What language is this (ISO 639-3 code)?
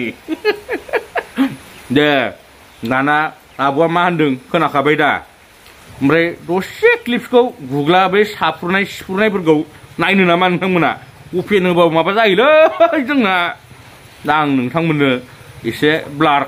brx